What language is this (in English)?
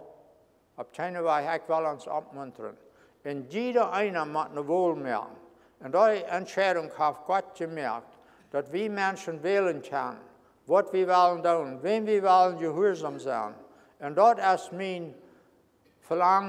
Plautdietsch